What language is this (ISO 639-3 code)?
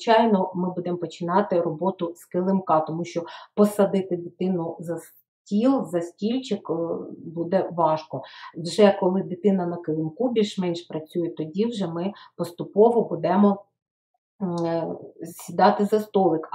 ukr